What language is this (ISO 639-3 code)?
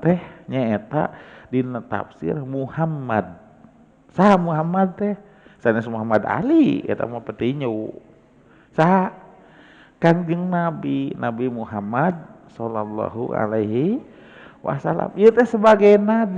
sun